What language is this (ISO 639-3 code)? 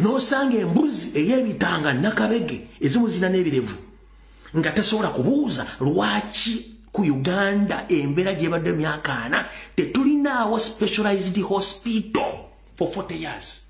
lug